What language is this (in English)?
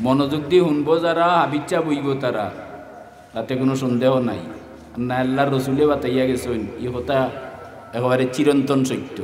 Sylheti